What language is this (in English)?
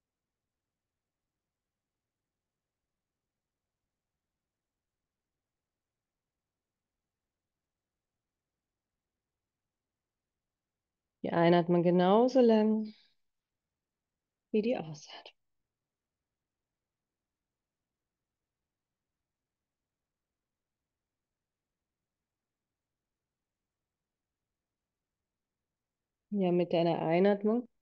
German